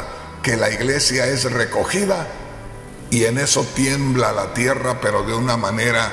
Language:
Spanish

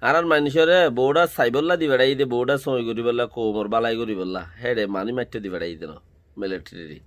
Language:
Rohingya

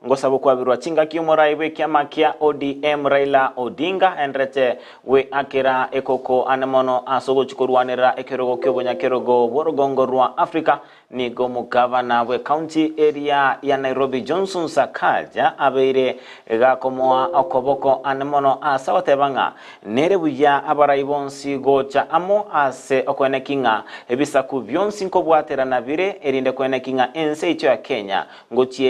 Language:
Gusii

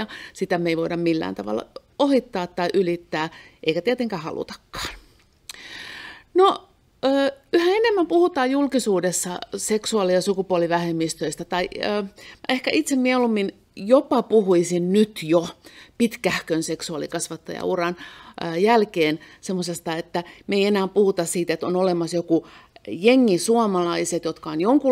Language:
Finnish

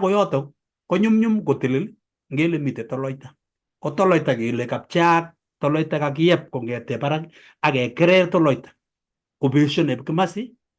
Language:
Kalenjin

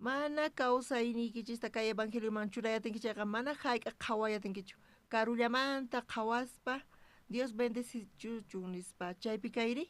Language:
South Bolivian Quechua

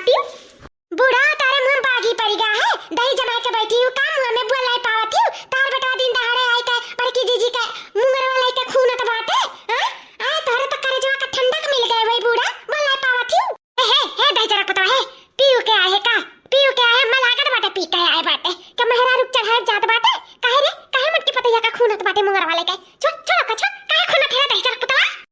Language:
Awadhi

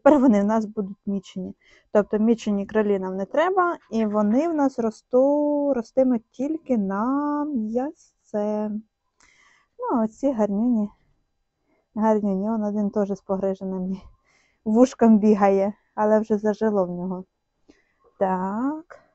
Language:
Ukrainian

